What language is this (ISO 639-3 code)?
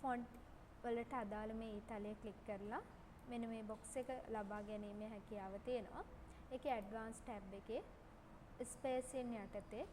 sin